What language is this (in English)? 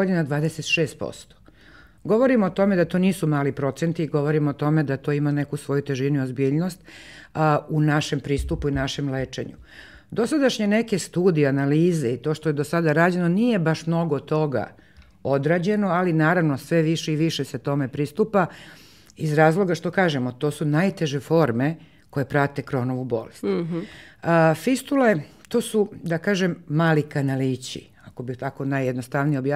Serbian